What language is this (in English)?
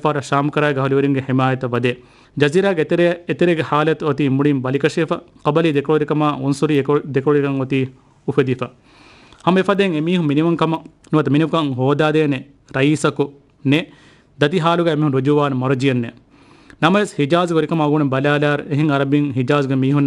Divehi